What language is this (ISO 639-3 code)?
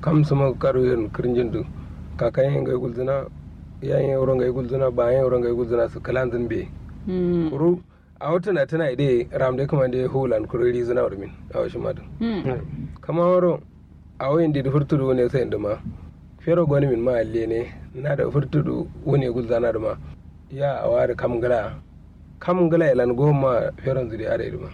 kau